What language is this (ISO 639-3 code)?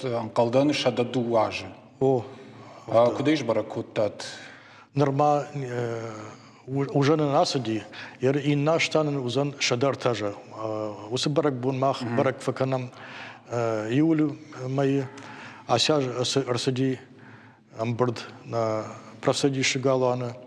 oss